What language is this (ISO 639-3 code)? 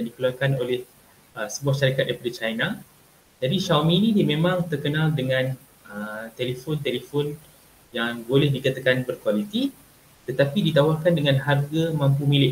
msa